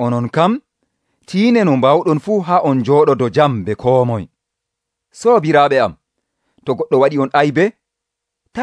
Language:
Nigerian Fulfulde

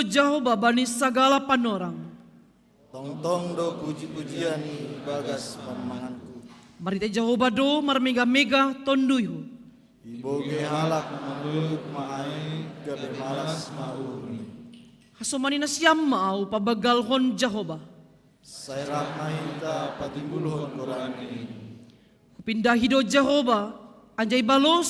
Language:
Batak Simalungun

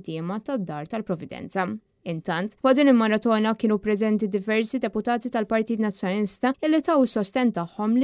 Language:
Maltese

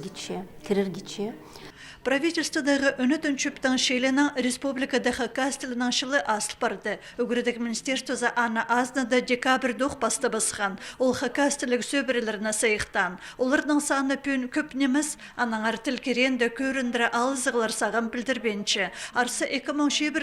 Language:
Khakas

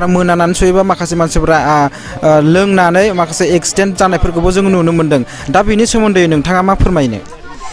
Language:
Bodo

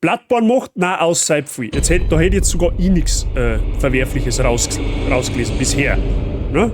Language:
Bavarian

